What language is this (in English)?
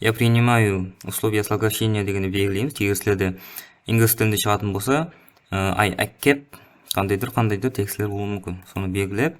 Kara-Kalpak